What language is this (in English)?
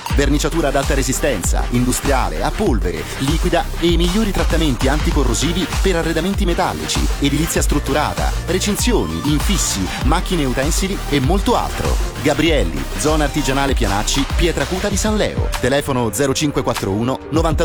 Italian